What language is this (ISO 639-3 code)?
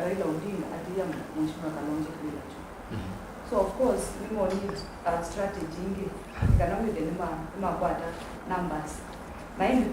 kam